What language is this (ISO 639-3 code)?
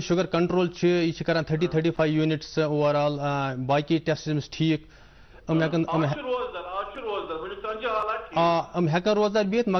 kas